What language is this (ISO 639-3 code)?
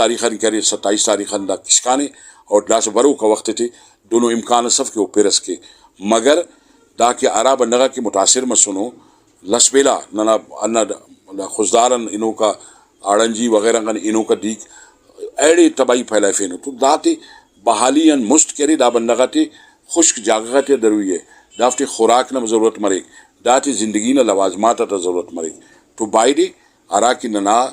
brh